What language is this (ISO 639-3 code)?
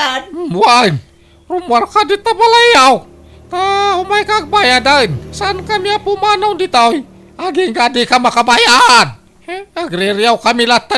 ilo